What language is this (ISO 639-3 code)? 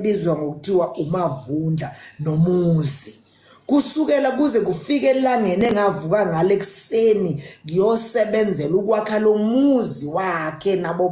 zul